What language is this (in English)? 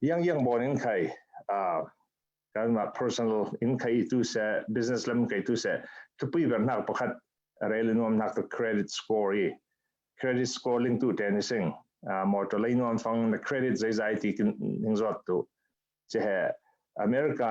Falam Chin